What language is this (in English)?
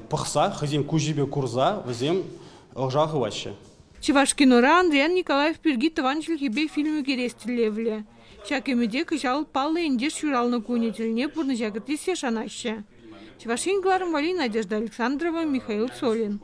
Chuvash